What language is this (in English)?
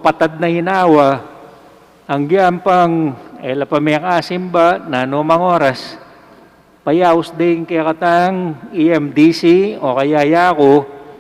Pampanga